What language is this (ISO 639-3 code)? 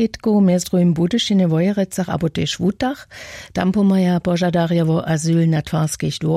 hsb